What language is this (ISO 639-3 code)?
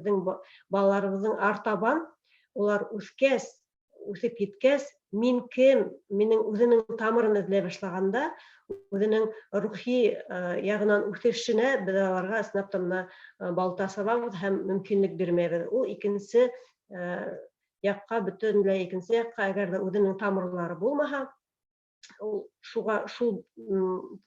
bak